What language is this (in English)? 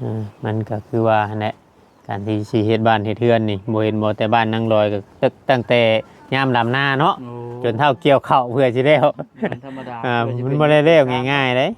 Northeastern Thai